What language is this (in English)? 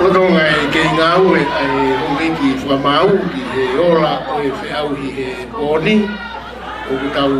Tongan